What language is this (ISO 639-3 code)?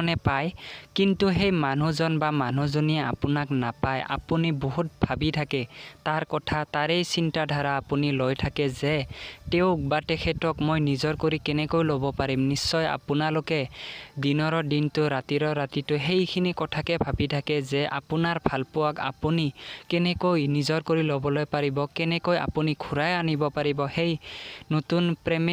asm